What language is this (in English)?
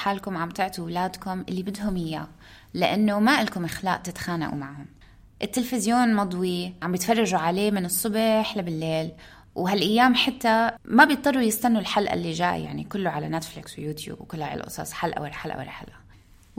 North Levantine Arabic